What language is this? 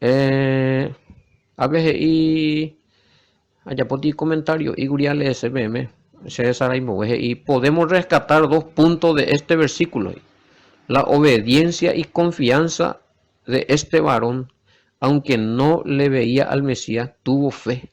Guarani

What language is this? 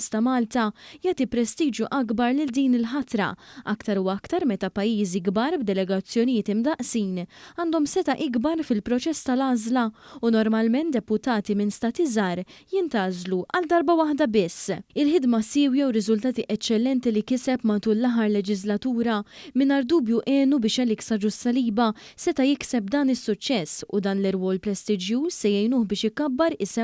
Maltese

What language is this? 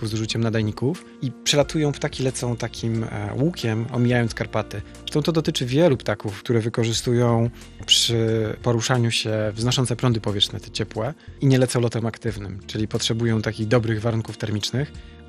Polish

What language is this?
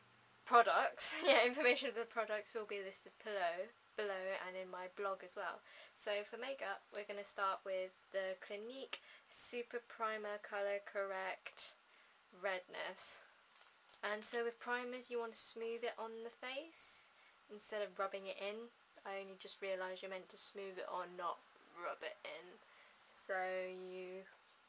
English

